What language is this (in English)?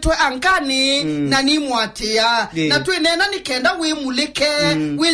Kamba